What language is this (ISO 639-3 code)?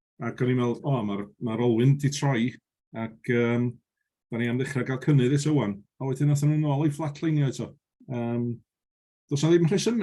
cym